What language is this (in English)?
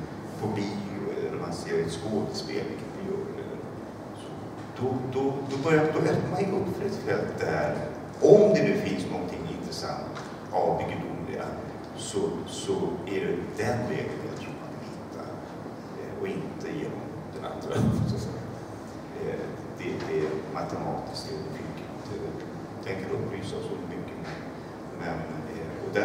Swedish